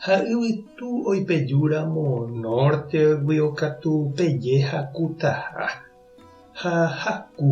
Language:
Guarani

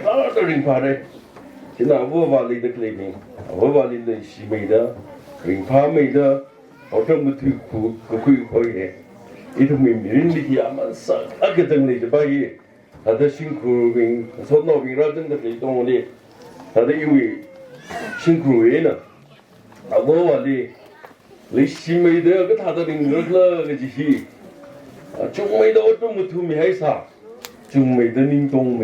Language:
Tangkhul Naga (India)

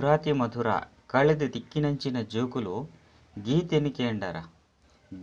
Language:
Tulu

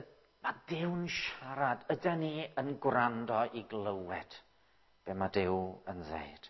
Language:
Welsh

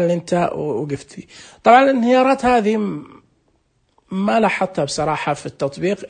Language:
Najdi Arabic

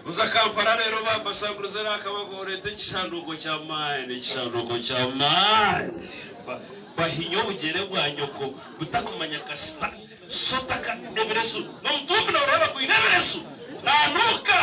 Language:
Nyankole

